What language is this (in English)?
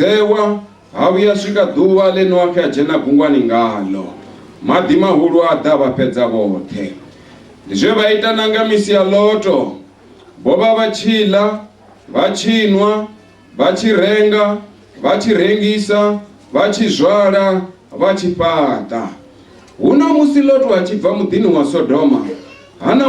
Venda